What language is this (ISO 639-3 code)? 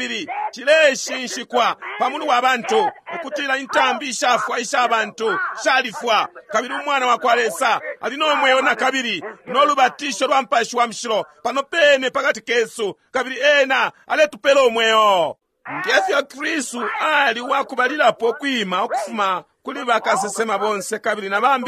bem